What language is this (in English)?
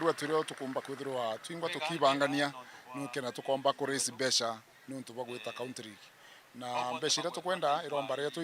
Meru